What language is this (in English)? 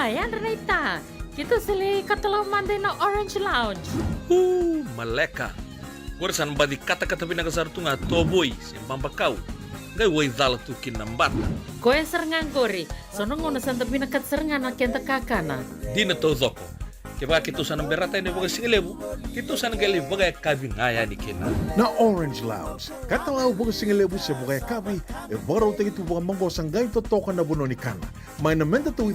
Fijian